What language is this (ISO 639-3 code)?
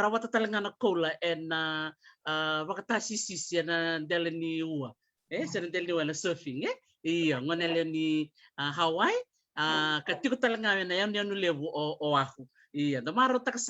fij